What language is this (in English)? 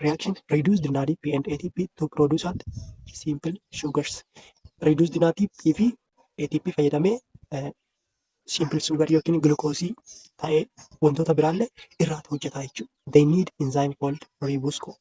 Oromo